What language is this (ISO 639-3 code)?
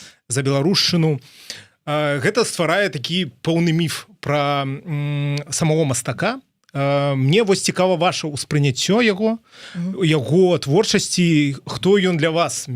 bel